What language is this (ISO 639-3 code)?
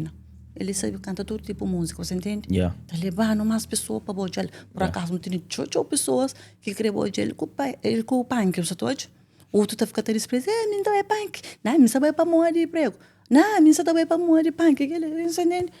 kea